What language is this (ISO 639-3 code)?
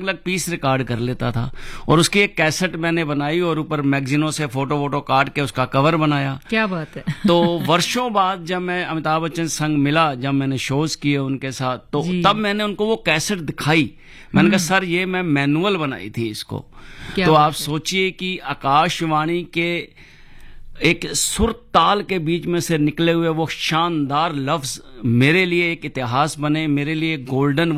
hin